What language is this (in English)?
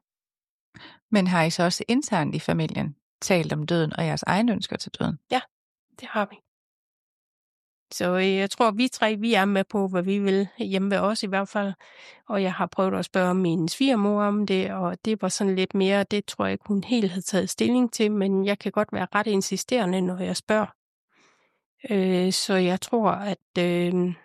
Danish